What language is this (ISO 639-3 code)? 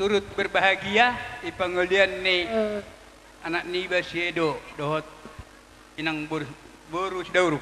bbc